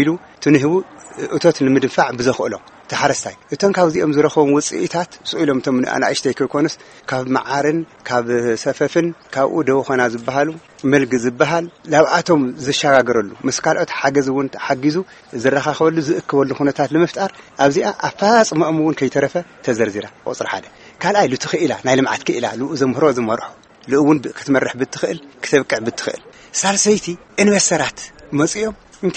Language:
Tigrinya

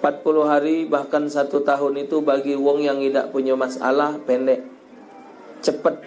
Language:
Musi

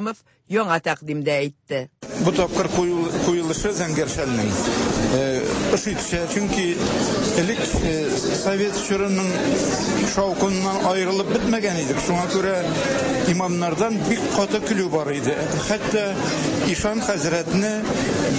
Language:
Tatar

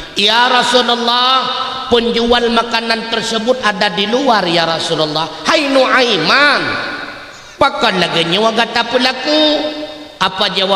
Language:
Achinese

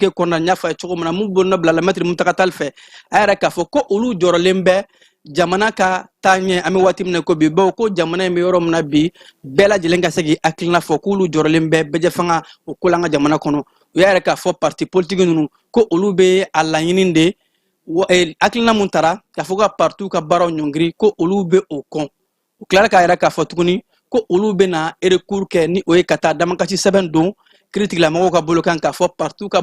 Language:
Bambara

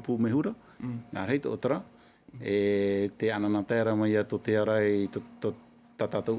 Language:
Tahitian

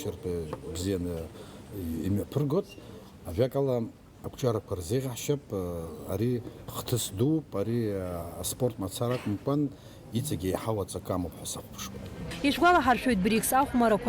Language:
Abkhazian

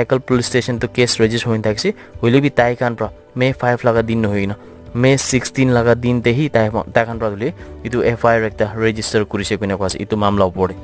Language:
Naga Pidgin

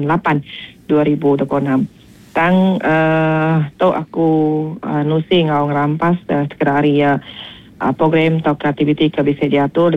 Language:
Iban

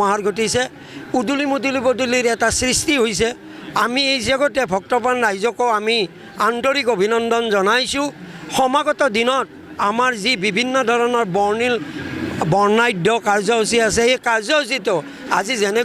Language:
Assamese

